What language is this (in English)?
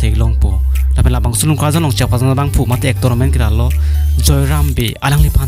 Karbi